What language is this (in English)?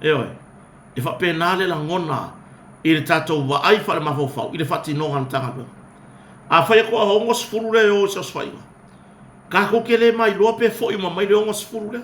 Samoan